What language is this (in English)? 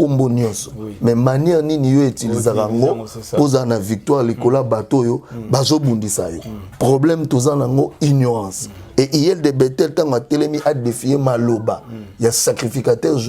Lingala